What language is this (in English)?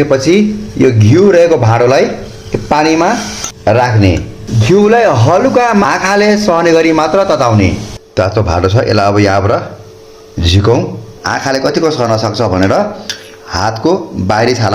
Nepali